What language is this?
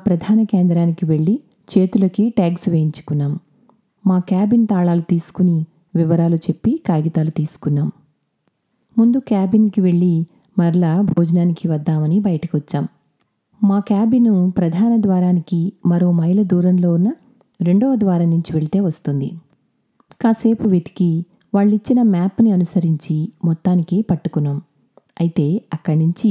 Telugu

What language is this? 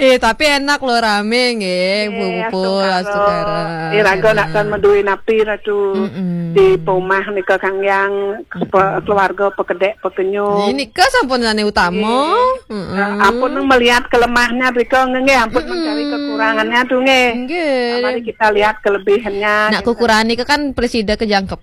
Balinese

